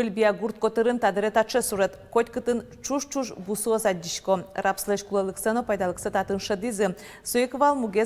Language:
Udmurt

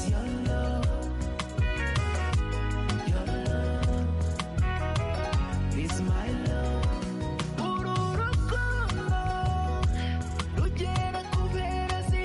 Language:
Kinyarwanda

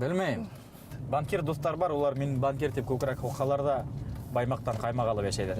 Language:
Bashkir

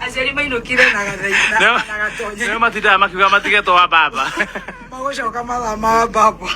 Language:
Kikuyu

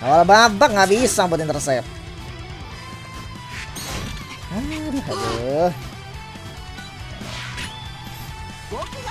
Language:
Indonesian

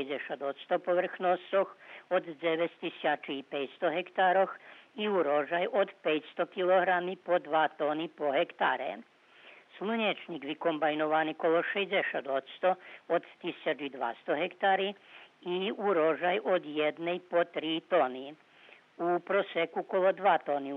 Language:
Rusyn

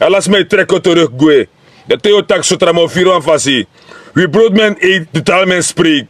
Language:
Sranan Tongo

